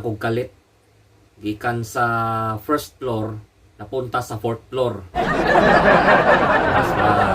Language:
Cebuano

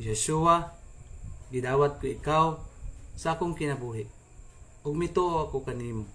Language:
Cebuano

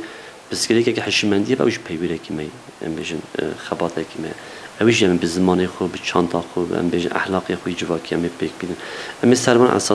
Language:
Kurdish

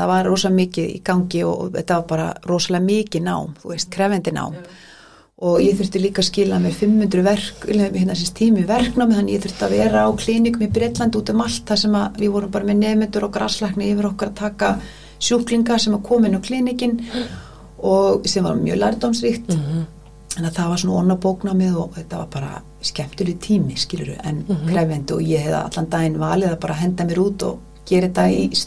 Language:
Icelandic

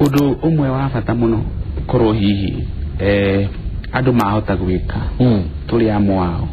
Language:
Kikuyu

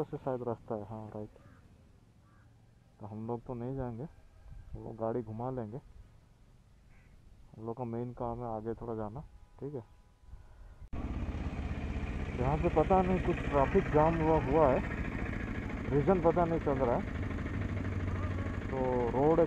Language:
Hindi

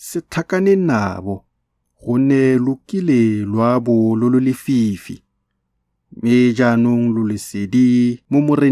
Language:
Tswana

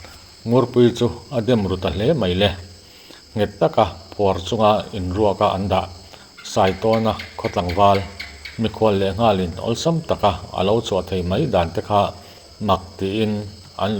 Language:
Mizo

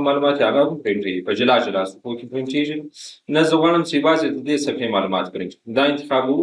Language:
Pashto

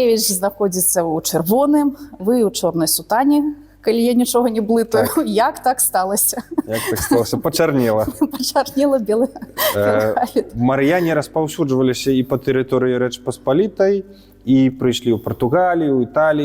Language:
Belarusian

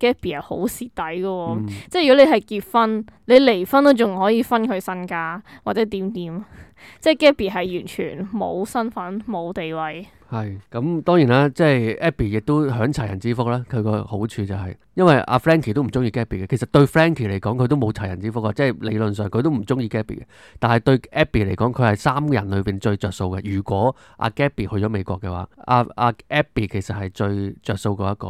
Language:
Cantonese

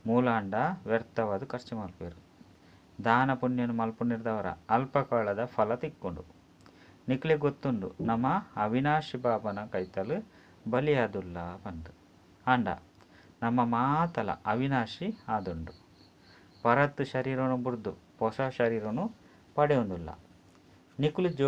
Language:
Tulu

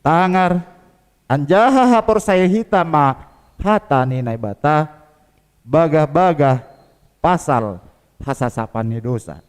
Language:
Batak Simalungun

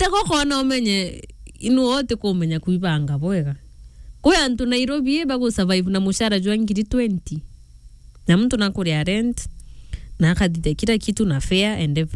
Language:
Meru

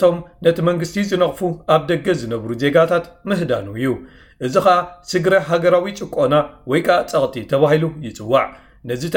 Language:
Tigrinya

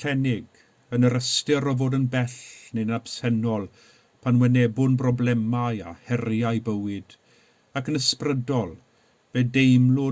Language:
Welsh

